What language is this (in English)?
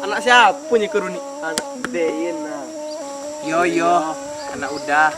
Minangkabau